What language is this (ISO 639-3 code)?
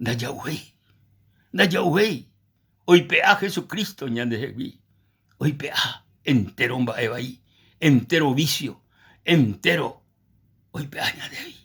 grn